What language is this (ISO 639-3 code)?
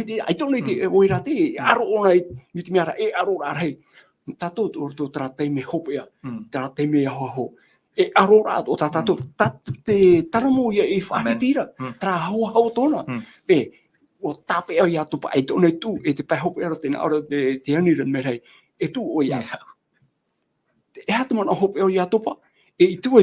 tah